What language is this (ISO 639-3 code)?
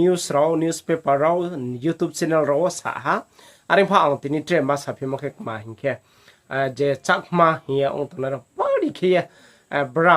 ria